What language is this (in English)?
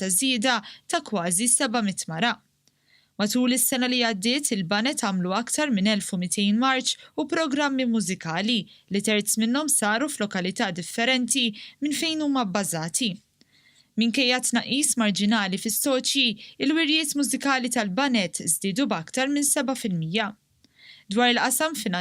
Maltese